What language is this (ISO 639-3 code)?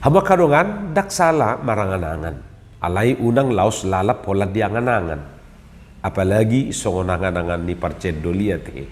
bbc